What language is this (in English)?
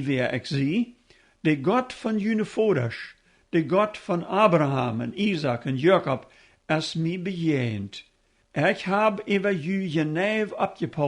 Plautdietsch